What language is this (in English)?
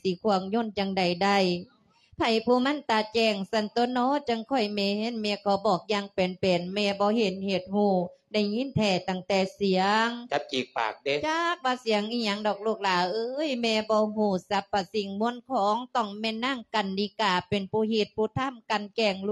Lao